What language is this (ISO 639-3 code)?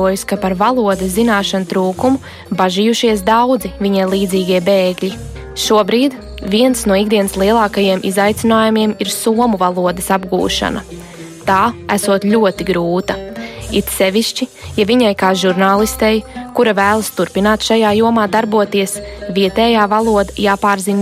lav